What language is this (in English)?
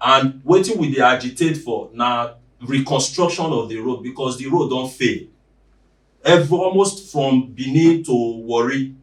Nigerian Pidgin